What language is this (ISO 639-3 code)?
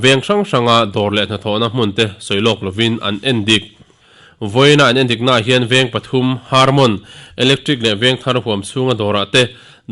lus